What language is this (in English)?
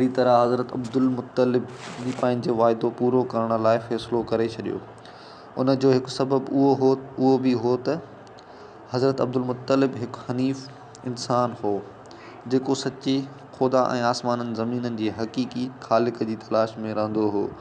Sindhi